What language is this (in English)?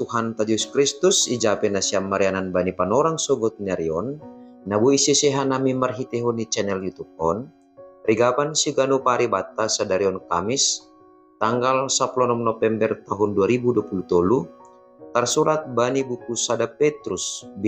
Batak Simalungun